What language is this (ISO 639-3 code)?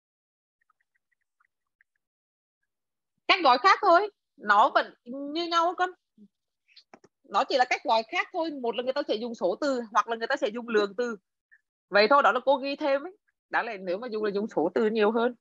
vie